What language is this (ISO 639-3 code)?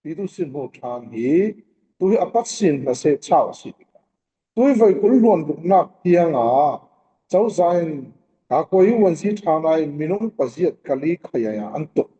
cfm